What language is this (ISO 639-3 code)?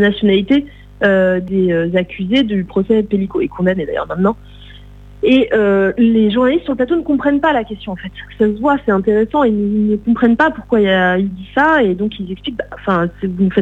fra